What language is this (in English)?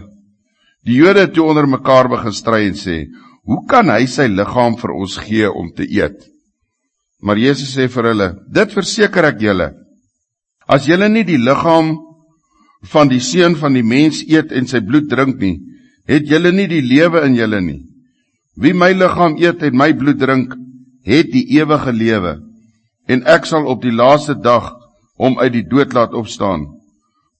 Afrikaans